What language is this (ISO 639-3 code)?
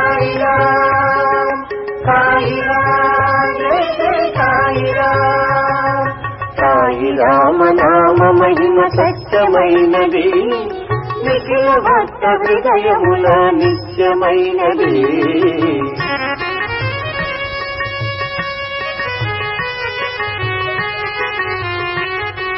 tel